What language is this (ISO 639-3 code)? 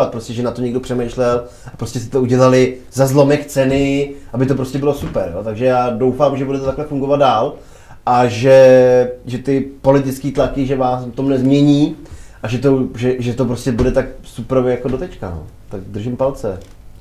ces